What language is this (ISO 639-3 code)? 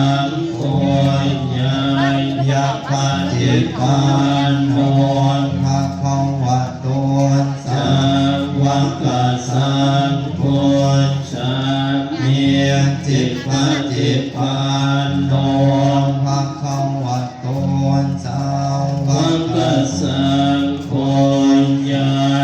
pli